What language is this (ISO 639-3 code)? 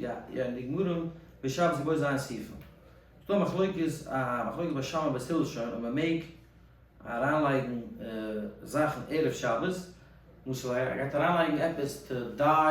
yid